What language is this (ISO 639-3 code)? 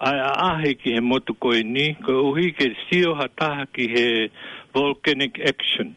ton